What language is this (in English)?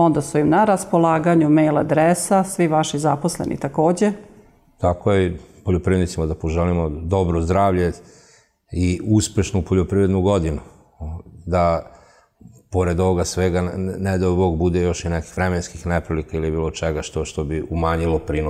Serbian